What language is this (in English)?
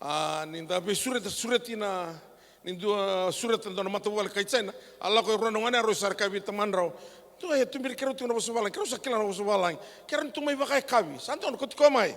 Fijian